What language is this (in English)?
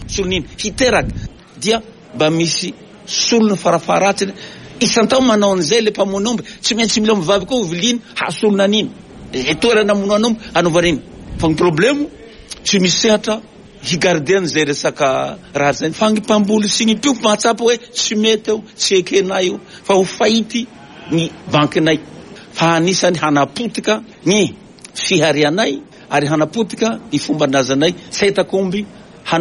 Malagasy